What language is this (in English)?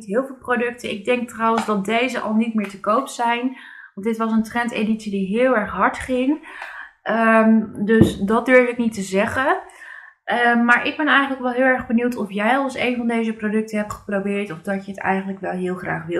Dutch